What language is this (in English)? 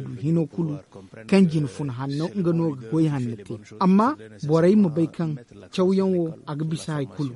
Zarma